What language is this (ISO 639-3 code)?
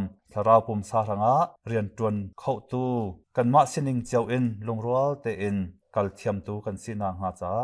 cnh